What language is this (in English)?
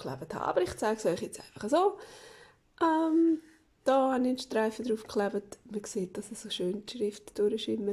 Swiss German